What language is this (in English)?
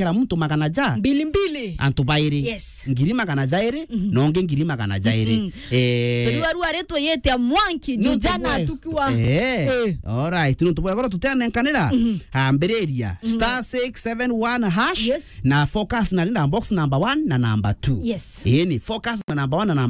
Meru